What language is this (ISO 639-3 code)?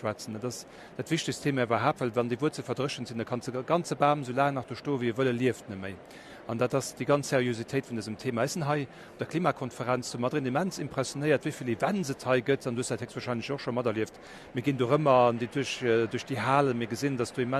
ltz